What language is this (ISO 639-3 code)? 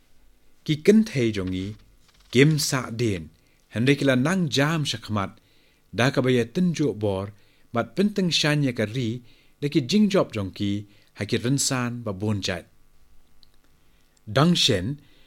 kha